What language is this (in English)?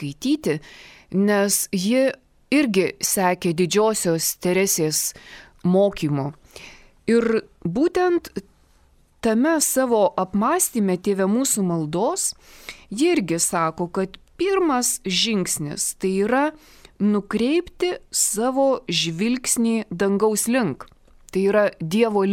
Lithuanian